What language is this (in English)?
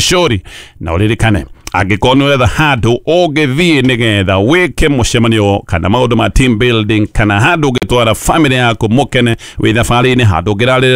Kikuyu